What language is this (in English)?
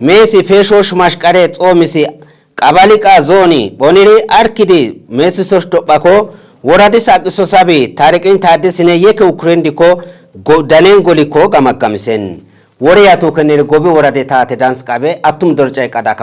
Kafa